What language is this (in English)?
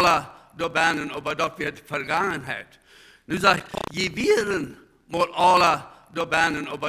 Plautdietsch